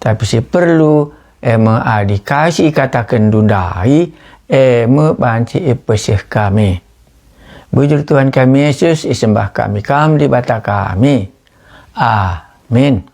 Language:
Batak Karo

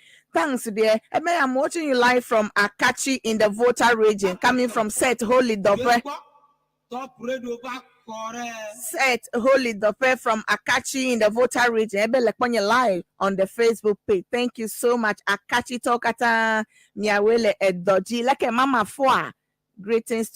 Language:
Ewe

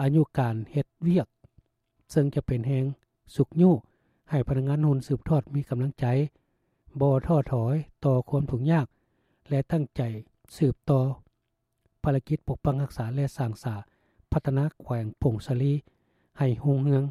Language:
Lao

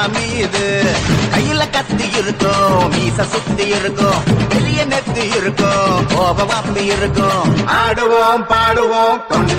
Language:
Tamil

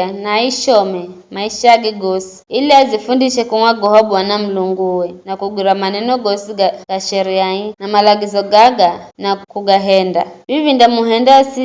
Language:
Giryama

